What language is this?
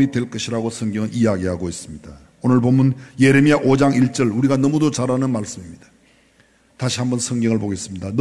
Korean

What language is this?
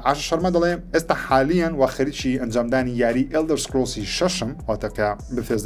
Central Kurdish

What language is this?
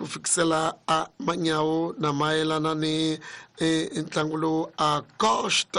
Tsonga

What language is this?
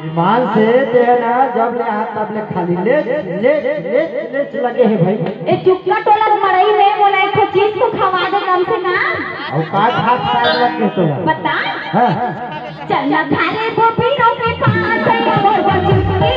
Chhattisgarhi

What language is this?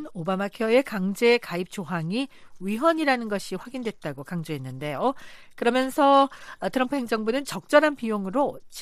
Korean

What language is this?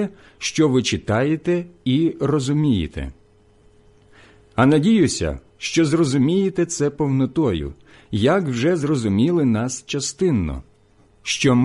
Ukrainian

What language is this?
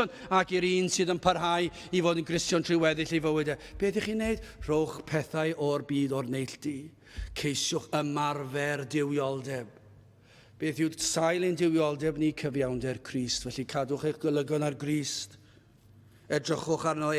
Welsh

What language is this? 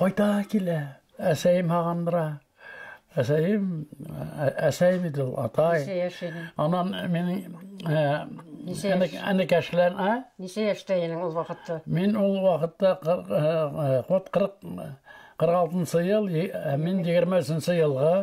Bashkir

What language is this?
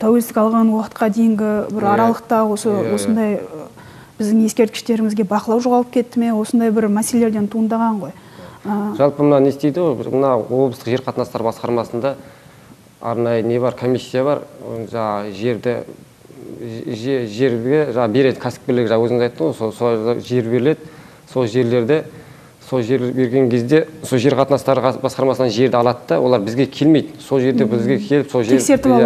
Kazakh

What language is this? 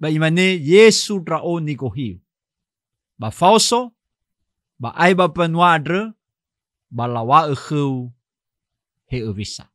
Nias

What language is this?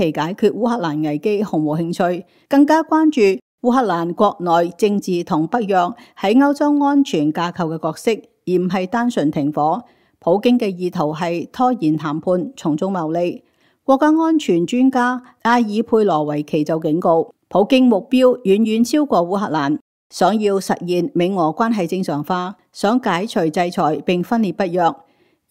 Cantonese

